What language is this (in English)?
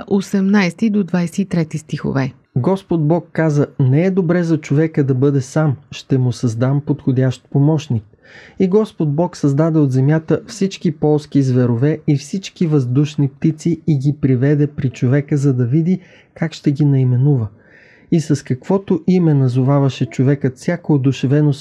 Bulgarian